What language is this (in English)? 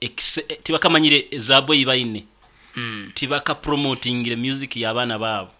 Nyankole